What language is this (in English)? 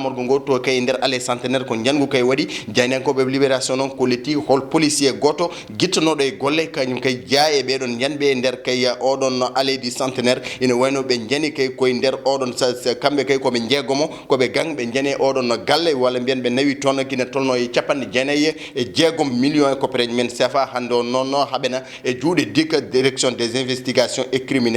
Fula